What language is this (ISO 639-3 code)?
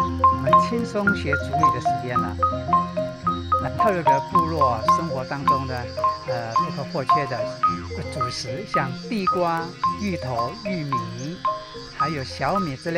trv